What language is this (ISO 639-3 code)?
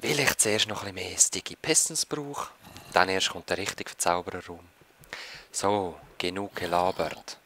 gsw